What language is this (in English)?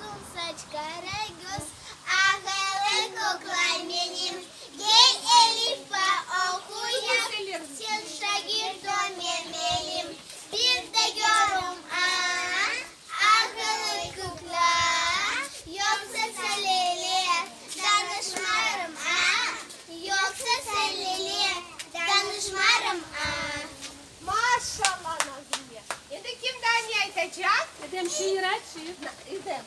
Crimean Tatar